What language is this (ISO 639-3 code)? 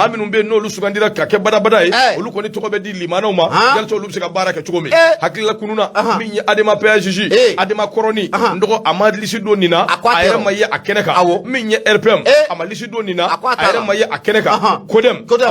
bam